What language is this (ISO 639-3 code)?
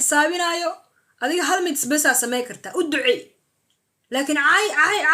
som